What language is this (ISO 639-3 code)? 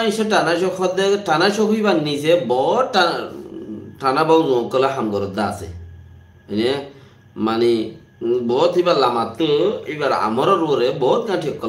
rhg